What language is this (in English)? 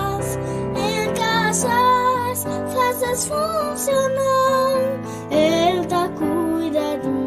Kabuverdianu